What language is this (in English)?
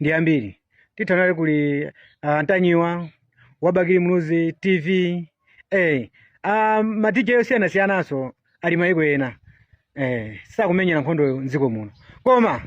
Nyanja